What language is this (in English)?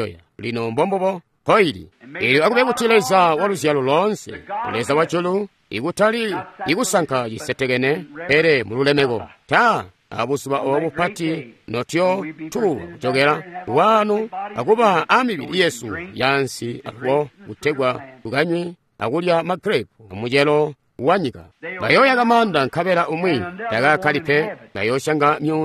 Tonga (Zambia)